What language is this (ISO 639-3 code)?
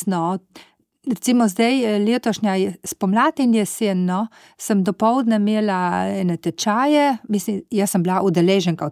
slv